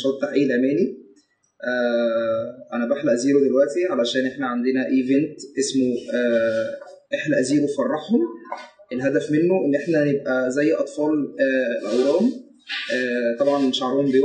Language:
Egyptian Arabic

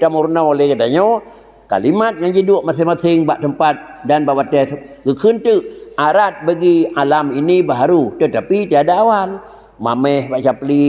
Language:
Achinese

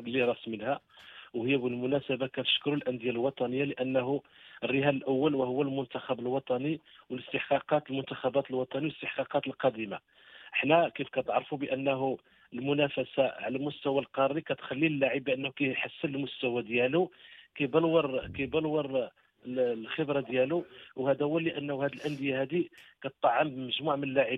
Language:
Moroccan Arabic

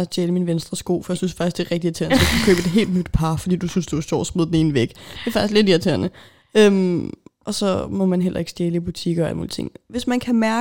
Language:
Danish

